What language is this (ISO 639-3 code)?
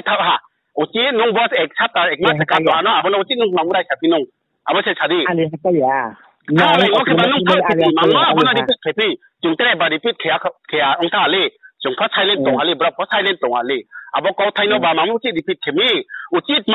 ria